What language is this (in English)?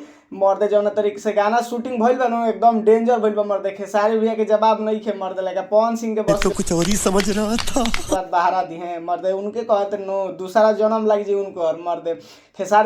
Bhojpuri